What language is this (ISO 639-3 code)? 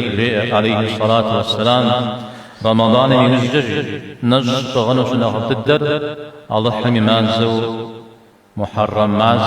kbd